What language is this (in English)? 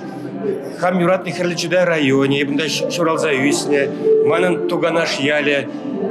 Chuvash